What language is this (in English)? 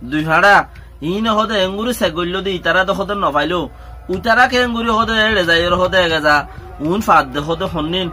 Rohingya